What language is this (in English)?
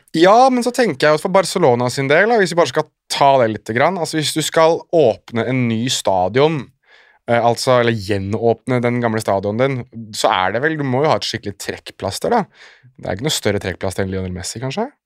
Norwegian